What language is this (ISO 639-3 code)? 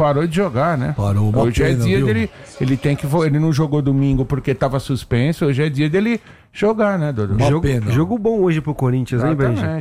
por